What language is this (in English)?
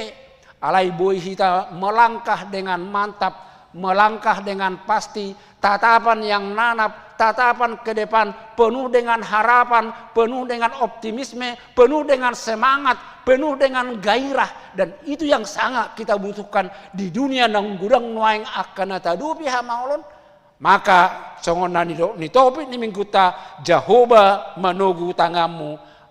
Batak Toba